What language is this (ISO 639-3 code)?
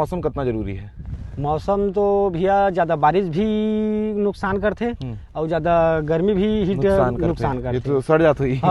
hne